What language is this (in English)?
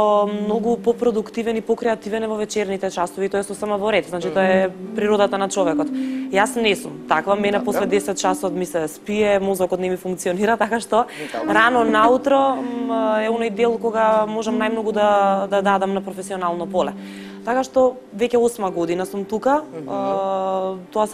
Macedonian